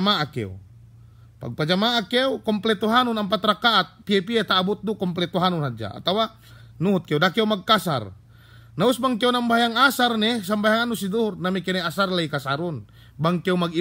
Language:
Yakan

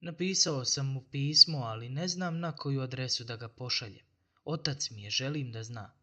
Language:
Bosnian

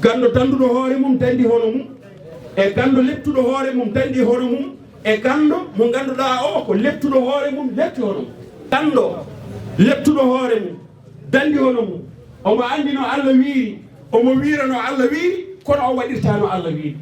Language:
Fula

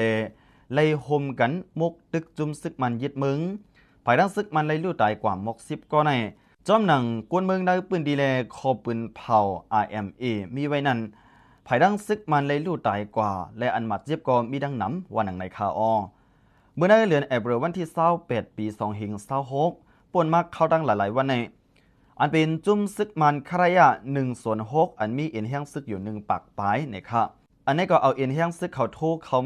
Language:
Shan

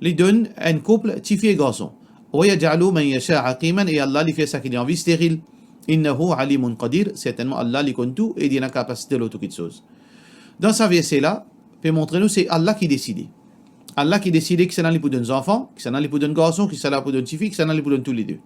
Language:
Morisyen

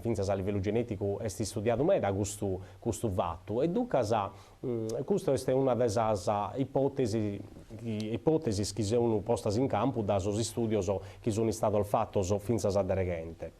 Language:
Sardinian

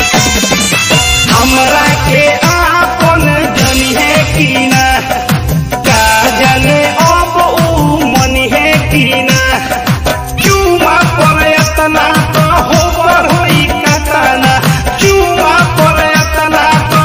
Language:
Bhojpuri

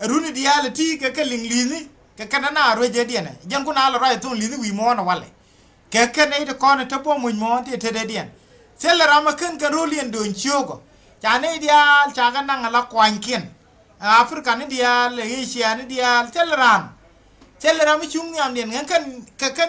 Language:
Nuer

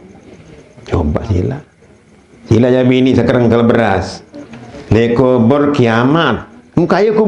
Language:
Sasak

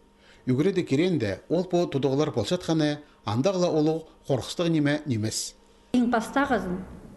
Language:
Khakas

